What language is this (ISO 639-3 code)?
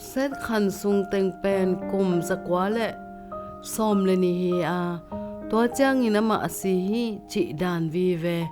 ctd